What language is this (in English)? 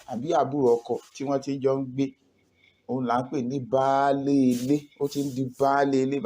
Yoruba